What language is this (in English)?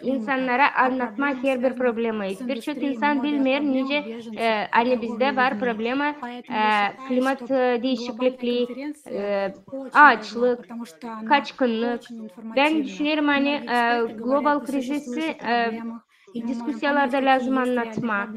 Gagauz